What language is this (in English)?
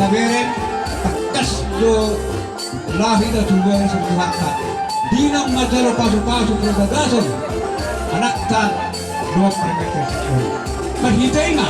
Batak Toba